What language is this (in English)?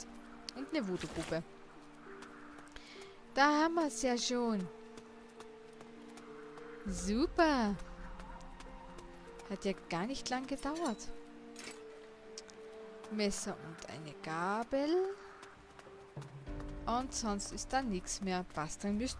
German